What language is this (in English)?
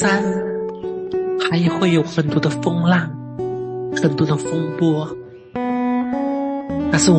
Chinese